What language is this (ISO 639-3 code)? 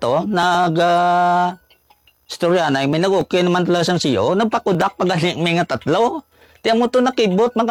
hil